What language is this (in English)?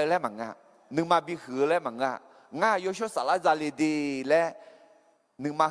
Akha